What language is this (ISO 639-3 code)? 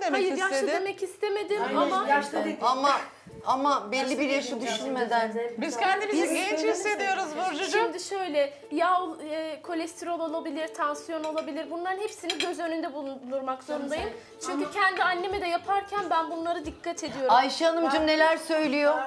tur